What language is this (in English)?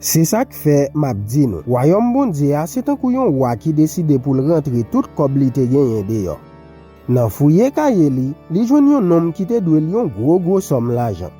Haitian Creole